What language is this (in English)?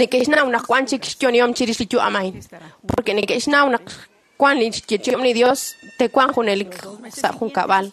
Kekchí